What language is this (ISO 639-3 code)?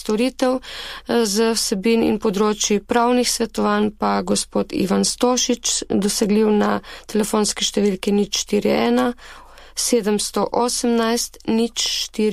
slv